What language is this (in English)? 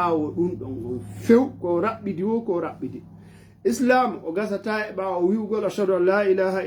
Fula